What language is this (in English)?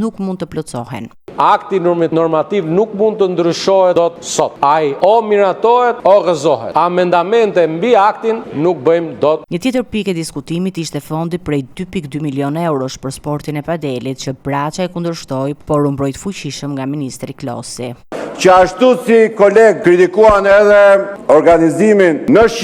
Albanian